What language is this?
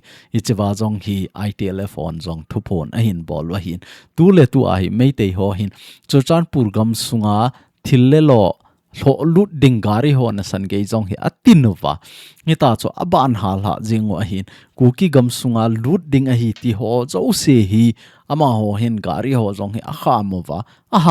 Thado Chin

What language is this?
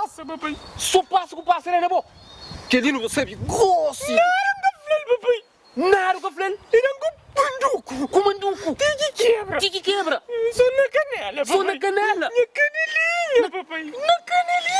Kabuverdianu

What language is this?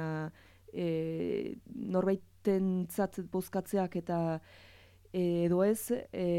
Basque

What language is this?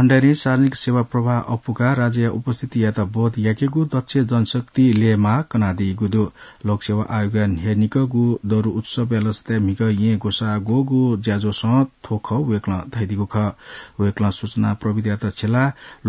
Newari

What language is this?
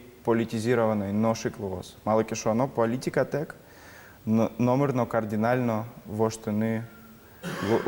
Udmurt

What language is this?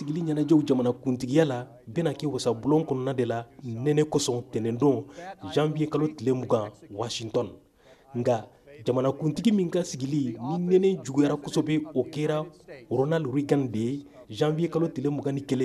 Bambara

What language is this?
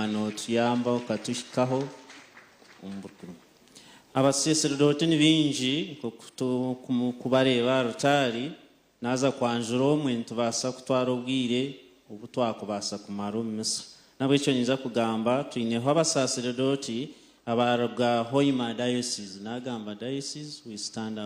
Nyankole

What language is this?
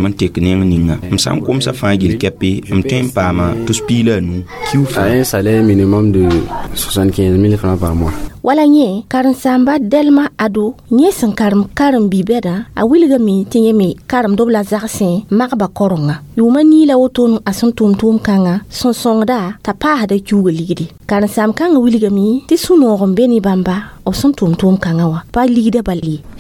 Mossi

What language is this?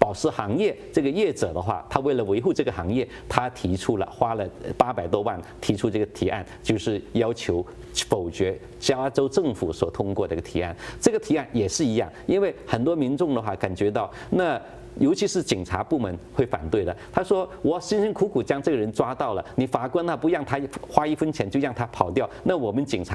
Chinese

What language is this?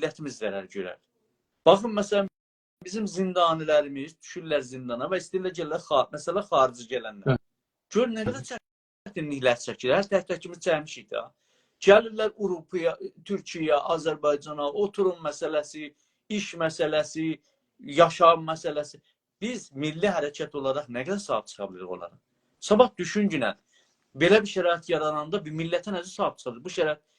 South Azerbaijani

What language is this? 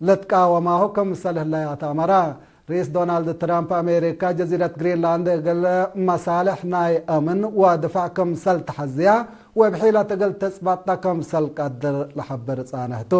Tigre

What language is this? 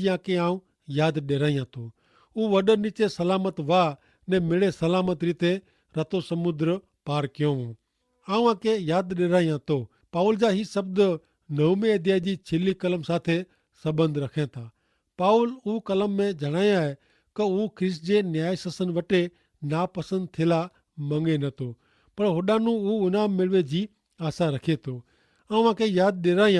Kachhi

